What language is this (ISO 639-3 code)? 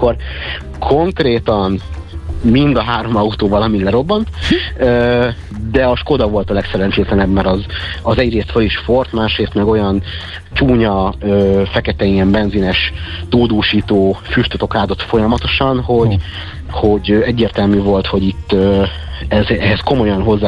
hun